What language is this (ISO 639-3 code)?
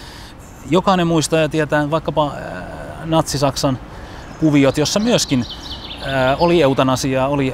fin